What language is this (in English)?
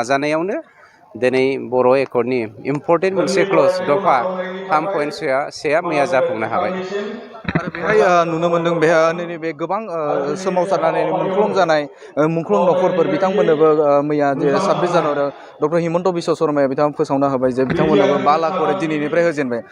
Bodo